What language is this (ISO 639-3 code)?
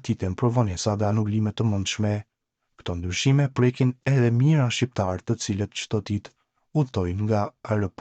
sqi